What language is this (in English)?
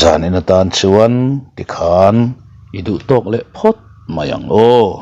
Mizo